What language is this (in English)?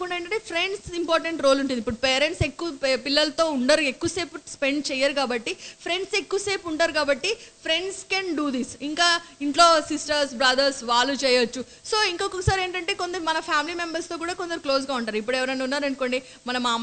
Telugu